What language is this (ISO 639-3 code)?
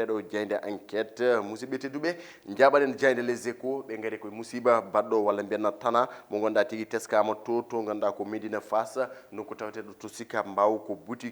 ful